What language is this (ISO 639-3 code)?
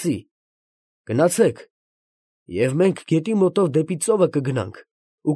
hye